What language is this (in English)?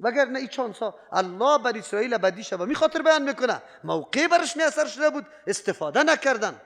Persian